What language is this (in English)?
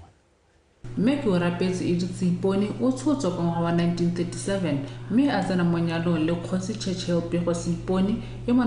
Tswana